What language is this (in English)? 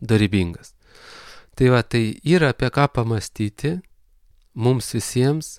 Lithuanian